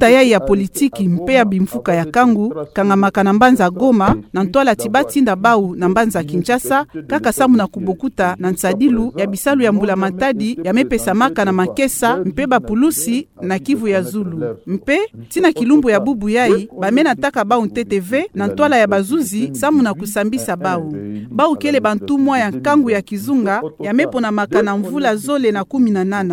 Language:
Kituba (Democratic Republic of Congo)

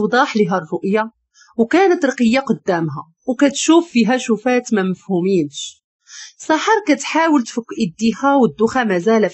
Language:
Moroccan Arabic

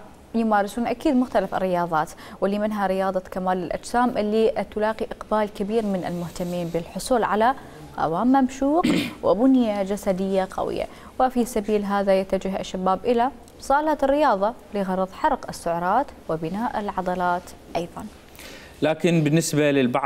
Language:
Mesopotamian Arabic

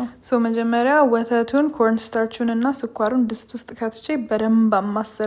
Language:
Amharic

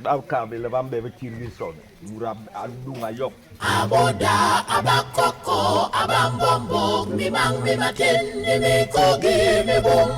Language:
Basaa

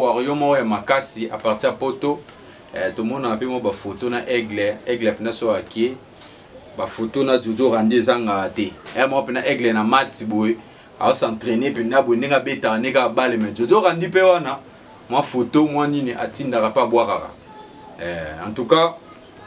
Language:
Lingala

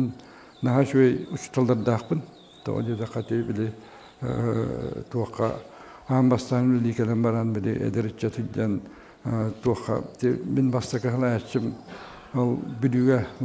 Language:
Yakut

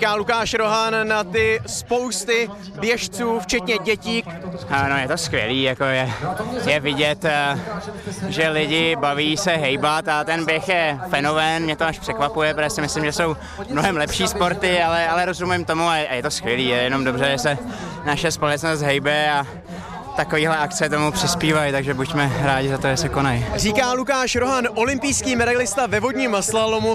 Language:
Czech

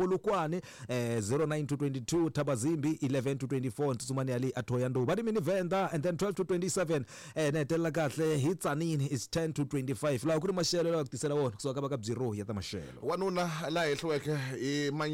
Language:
Tsonga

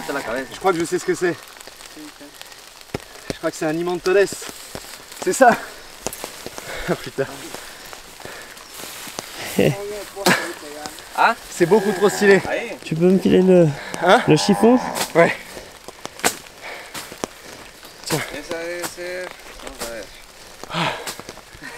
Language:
French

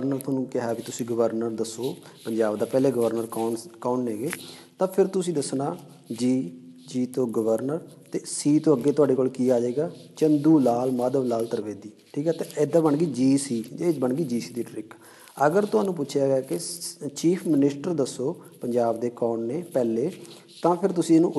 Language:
Punjabi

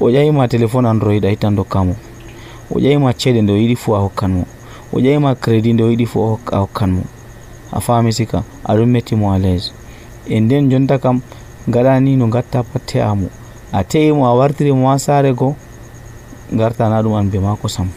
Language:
Nigerian Fulfulde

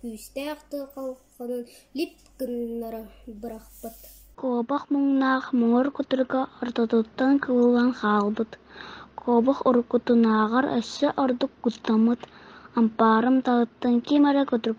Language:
Yakut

